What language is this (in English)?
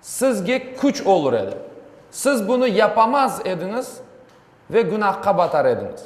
Crimean Tatar